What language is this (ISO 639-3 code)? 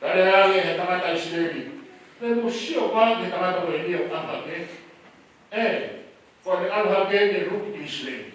ton